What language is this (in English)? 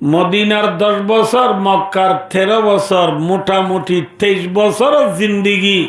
Rohingya